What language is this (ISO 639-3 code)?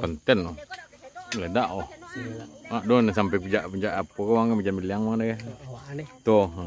min